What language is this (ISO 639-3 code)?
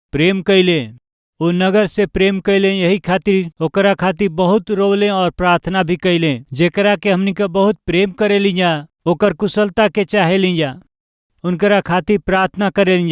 bho